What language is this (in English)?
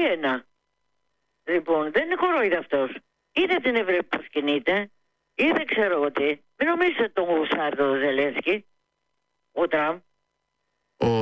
Greek